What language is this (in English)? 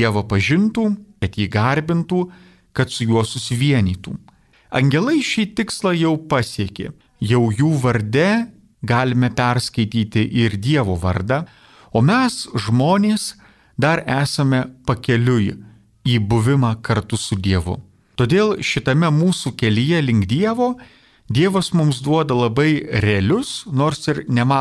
Lithuanian